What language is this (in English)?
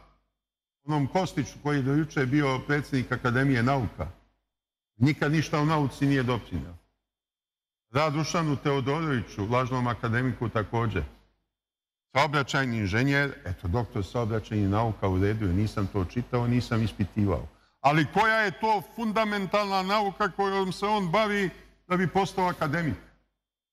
Serbian